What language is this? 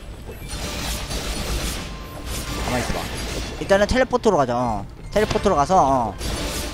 Korean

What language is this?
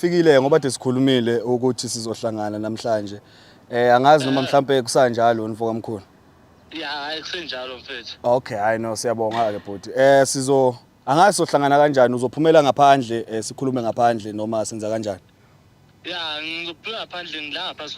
Zulu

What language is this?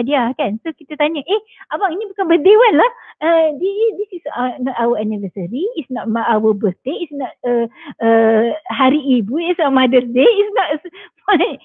Malay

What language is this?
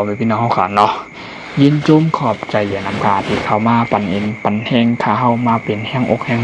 Shan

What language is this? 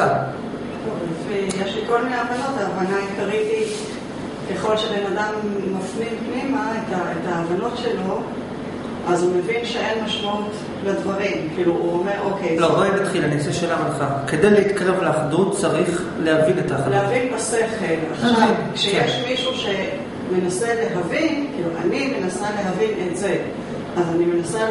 Hebrew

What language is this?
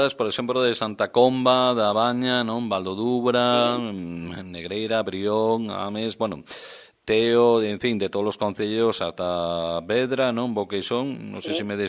Galician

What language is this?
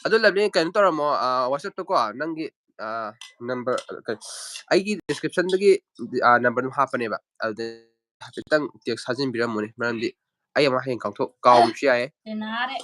Manipuri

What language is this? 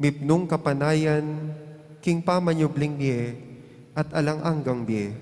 Pampanga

